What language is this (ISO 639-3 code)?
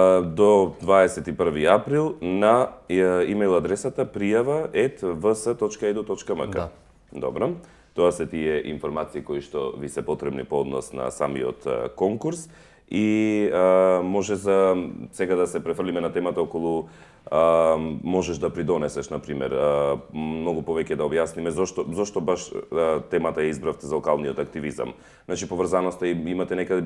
mkd